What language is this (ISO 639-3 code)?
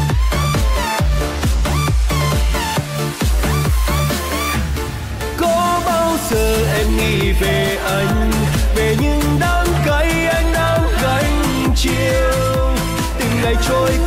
vie